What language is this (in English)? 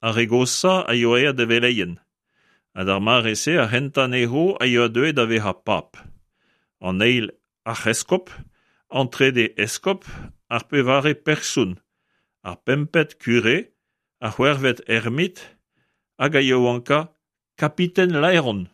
Breton